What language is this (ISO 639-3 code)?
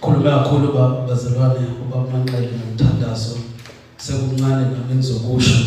zul